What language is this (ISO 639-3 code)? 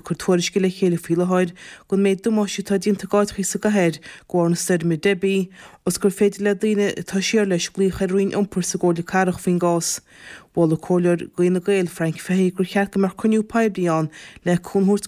gle